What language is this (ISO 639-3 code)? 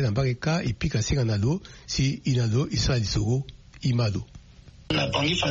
sag